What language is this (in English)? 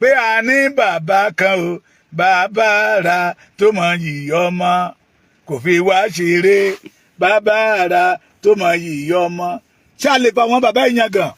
Yoruba